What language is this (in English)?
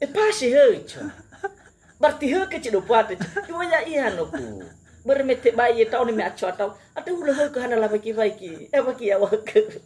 Nias